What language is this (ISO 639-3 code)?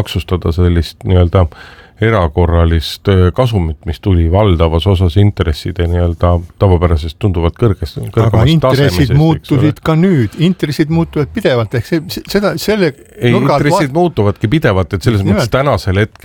est